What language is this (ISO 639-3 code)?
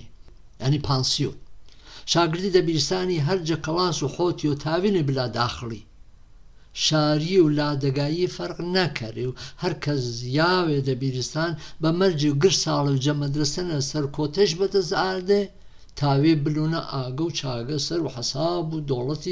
hac